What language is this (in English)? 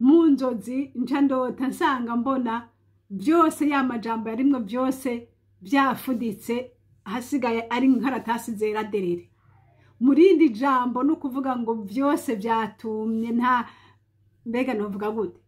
Rundi